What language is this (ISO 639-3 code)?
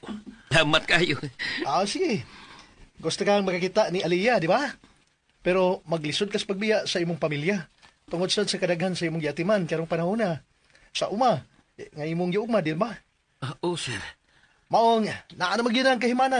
ceb